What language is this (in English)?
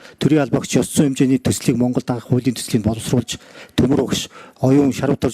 Mongolian